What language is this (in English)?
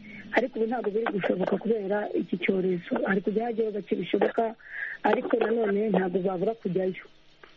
Kinyarwanda